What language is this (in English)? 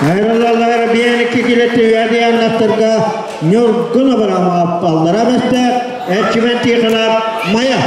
Yakut